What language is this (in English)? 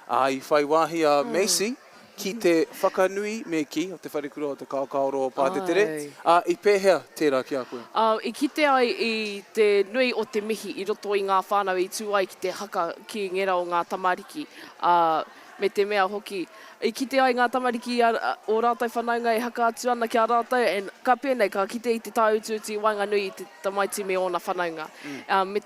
Māori